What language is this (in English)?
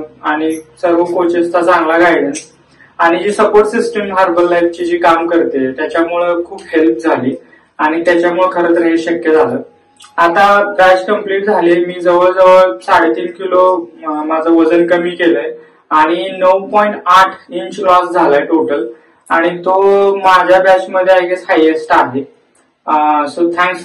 Marathi